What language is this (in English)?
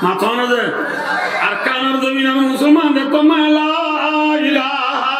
Rohingya